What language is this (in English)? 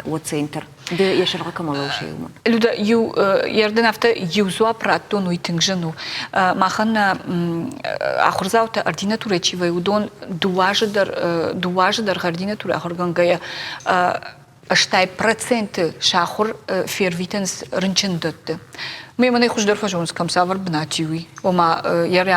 Ossetic